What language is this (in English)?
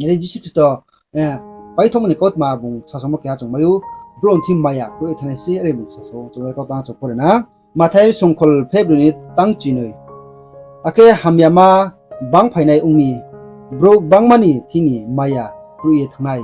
Riang (India)